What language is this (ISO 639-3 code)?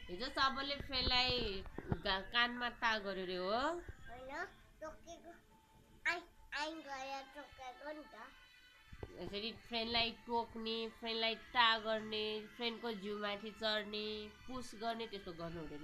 nep